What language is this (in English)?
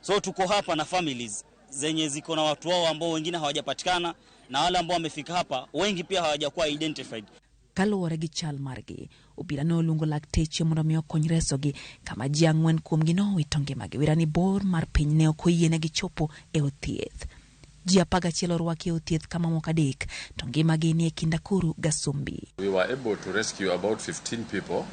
Luo (Kenya and Tanzania)